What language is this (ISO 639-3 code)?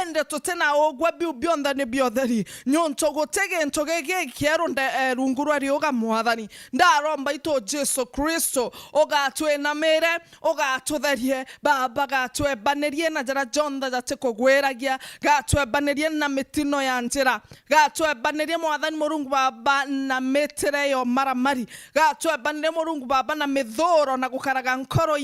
mer